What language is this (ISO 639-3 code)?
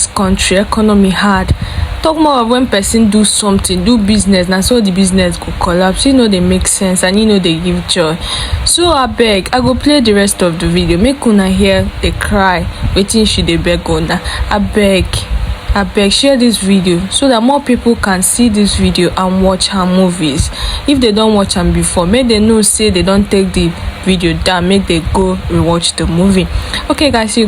pcm